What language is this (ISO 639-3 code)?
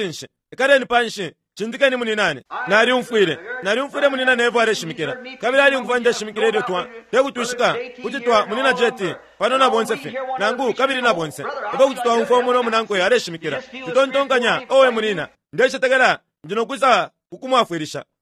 bem